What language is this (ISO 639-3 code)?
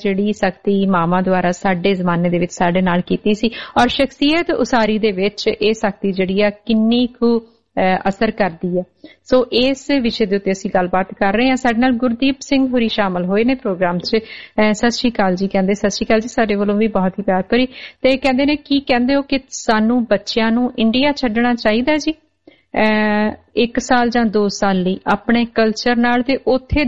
pan